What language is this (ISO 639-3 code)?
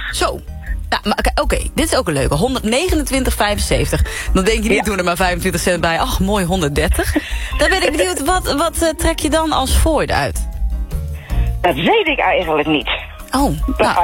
nld